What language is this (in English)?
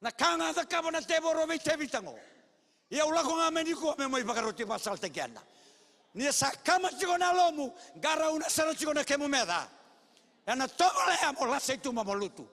Fijian